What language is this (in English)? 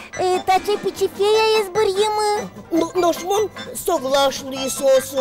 Udmurt